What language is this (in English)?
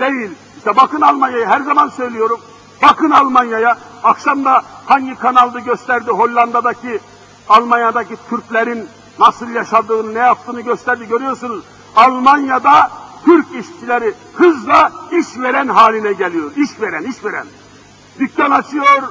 Turkish